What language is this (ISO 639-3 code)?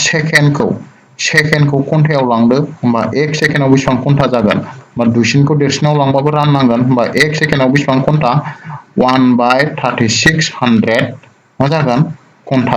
brx